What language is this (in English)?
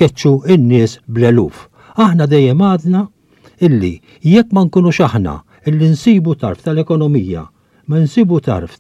Maltese